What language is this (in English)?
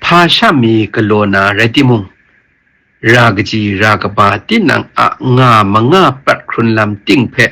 Kachin